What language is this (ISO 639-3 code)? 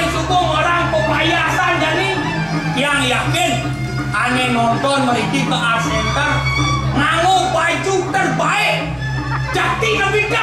ban